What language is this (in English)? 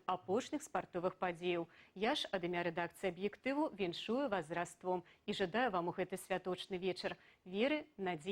Belarusian